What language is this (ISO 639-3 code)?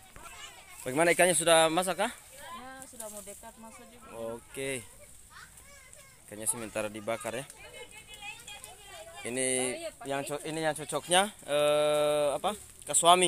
ind